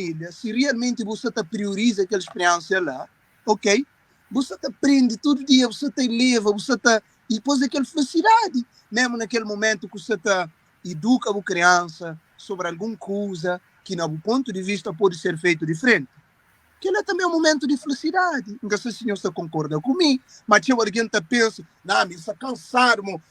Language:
Kabuverdianu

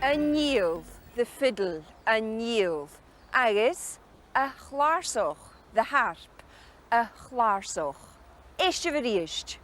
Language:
Scottish Gaelic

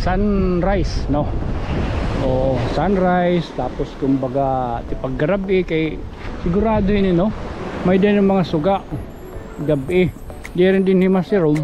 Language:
Waray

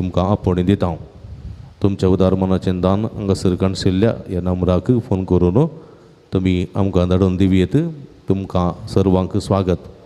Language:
Konkani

